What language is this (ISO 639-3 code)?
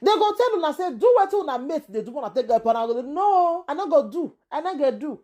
pcm